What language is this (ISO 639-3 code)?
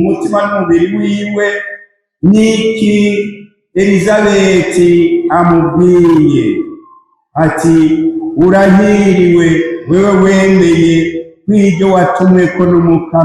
run